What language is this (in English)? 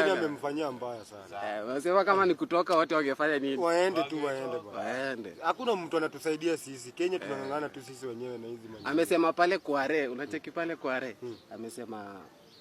Swahili